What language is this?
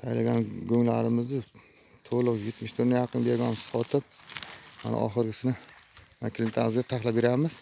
Uzbek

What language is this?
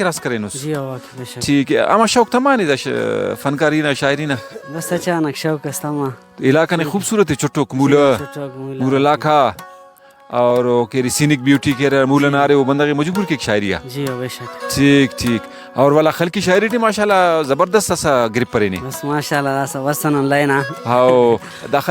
Brahui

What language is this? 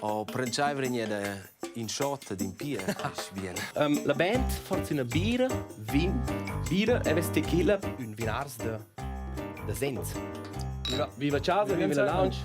Romansh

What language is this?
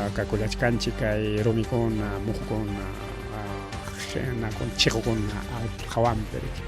Ayacucho Quechua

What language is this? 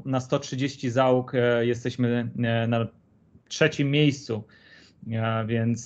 Polish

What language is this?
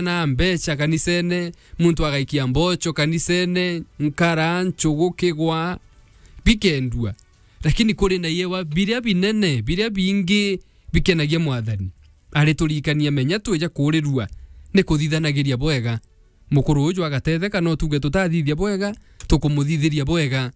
Meru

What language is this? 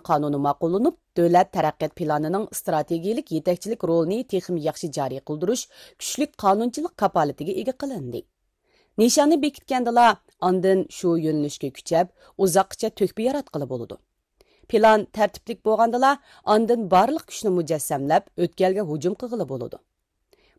Uyghur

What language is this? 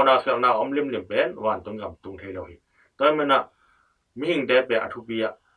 Tedim Chin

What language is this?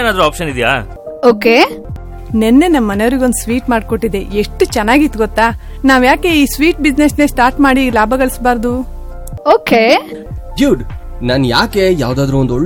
Kannada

